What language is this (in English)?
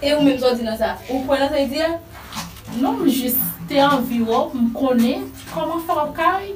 Haitian Creole